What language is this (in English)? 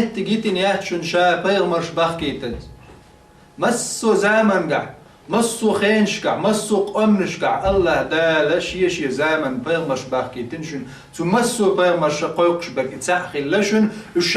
Chechen